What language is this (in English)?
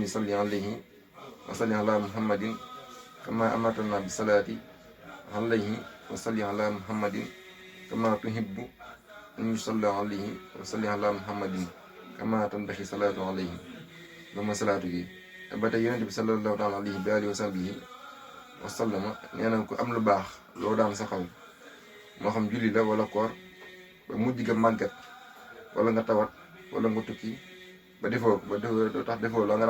Wolof